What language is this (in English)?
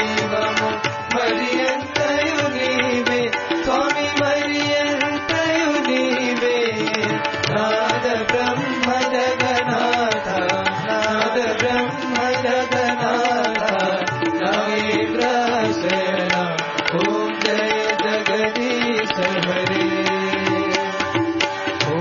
Telugu